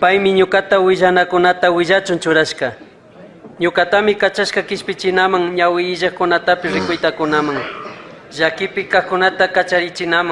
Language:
Chimborazo Highland Quichua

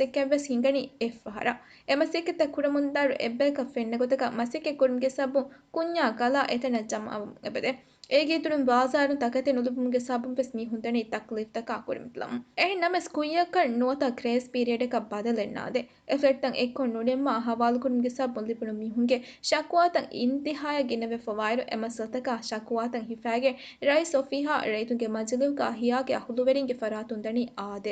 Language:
Divehi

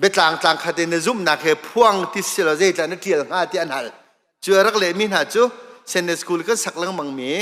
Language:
Hakha Chin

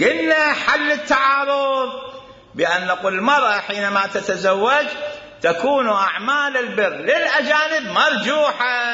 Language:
Mesopotamian Arabic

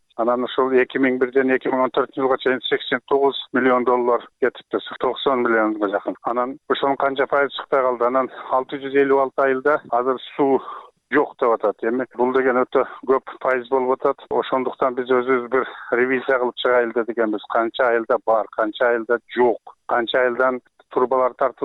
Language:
Kyrgyz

